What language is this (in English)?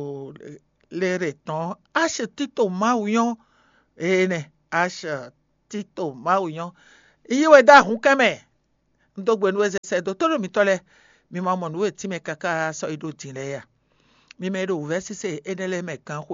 Fon